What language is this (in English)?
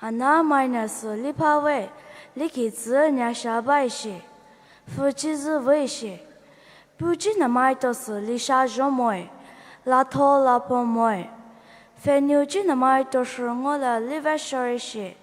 Poumei Naga